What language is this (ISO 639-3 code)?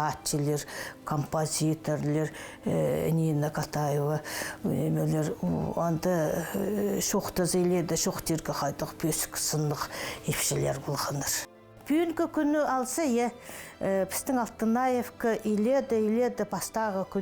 kjh